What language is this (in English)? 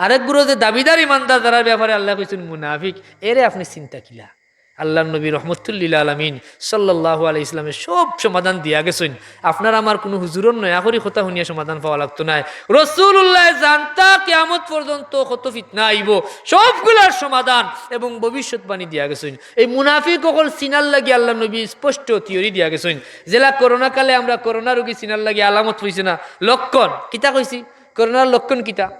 Sylheti